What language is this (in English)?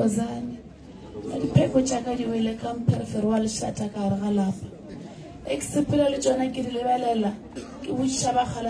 Northern Sotho